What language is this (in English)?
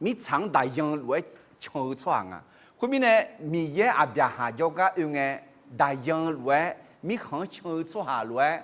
Akha